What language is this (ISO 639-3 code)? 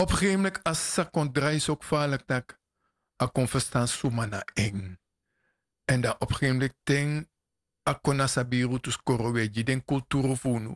srn